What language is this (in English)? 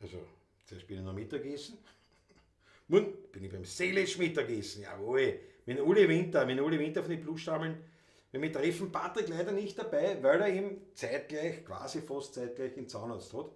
Bavarian